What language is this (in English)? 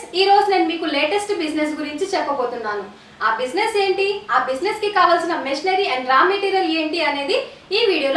Telugu